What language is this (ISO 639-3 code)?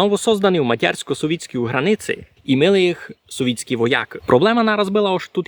rue